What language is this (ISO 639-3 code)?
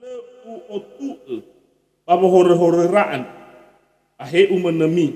nia